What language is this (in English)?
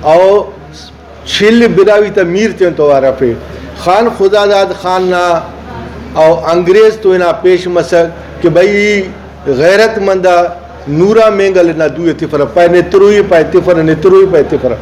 Brahui